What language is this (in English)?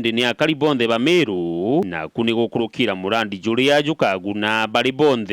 Meru